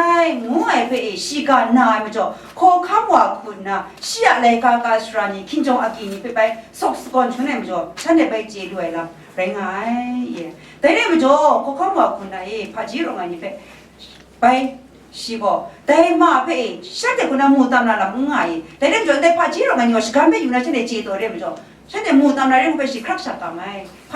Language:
Kachin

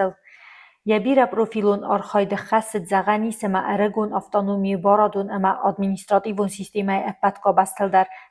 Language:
Ossetic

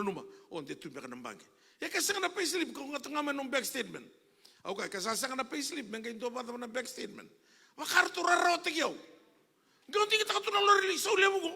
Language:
Fijian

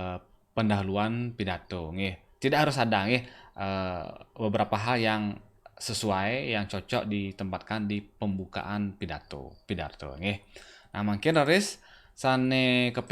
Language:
Balinese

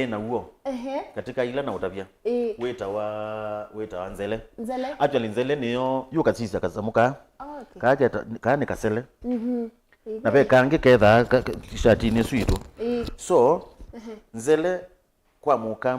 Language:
Kamba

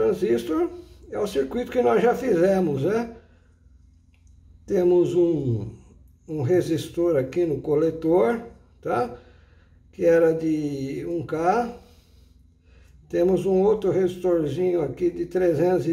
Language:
Portuguese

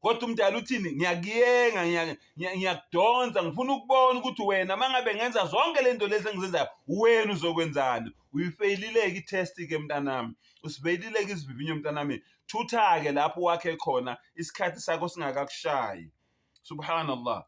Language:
Zulu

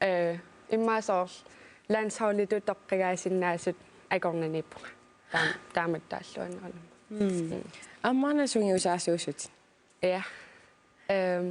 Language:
Kalaallisut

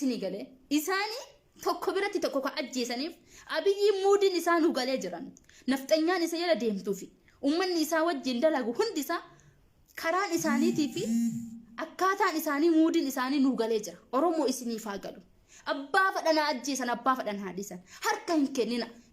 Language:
Oromo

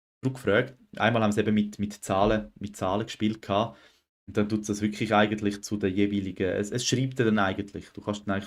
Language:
Swiss German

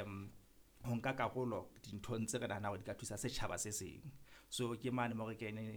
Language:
Southern Sotho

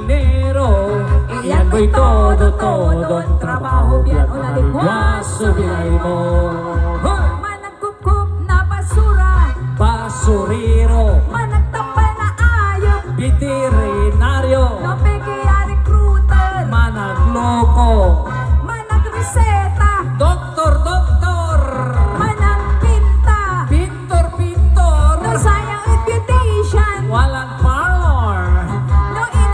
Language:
Pangasinan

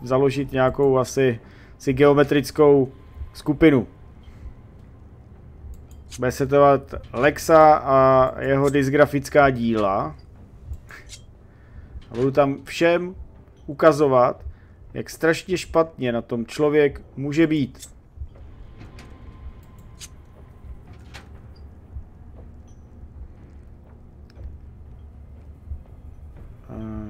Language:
Czech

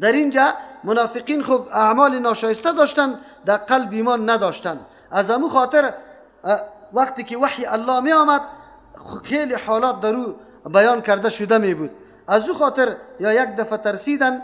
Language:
Persian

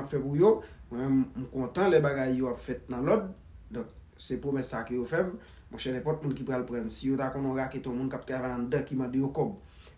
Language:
Haitian Creole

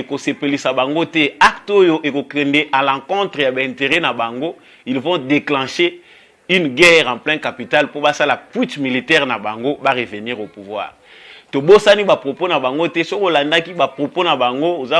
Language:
Lingala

